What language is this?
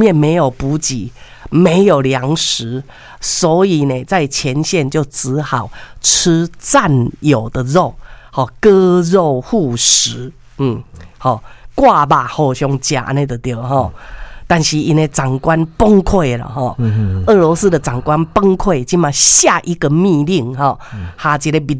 Min Nan Chinese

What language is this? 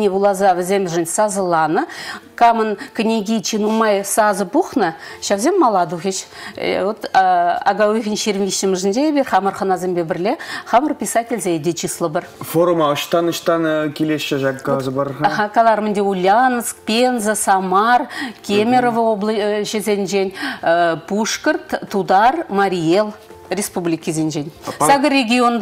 Chuvash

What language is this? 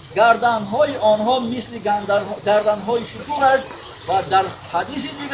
Tajik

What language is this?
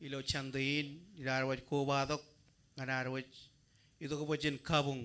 Marshallese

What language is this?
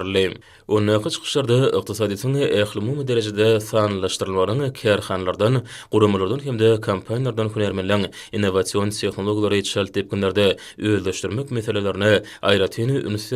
Turkmen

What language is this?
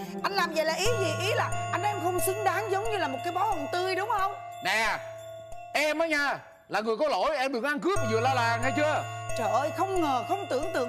Vietnamese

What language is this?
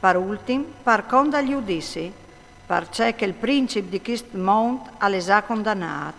Friulian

